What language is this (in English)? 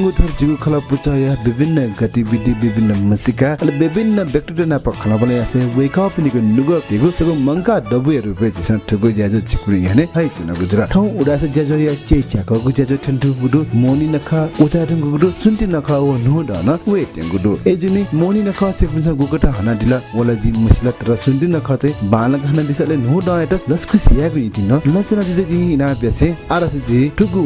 Newari